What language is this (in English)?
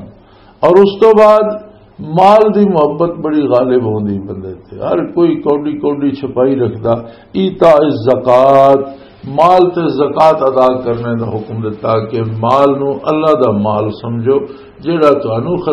Western Panjabi